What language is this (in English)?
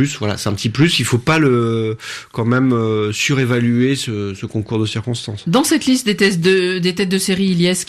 French